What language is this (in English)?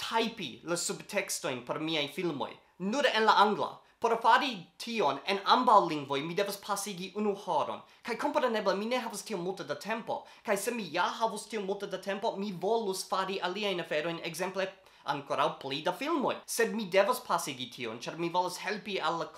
Esperanto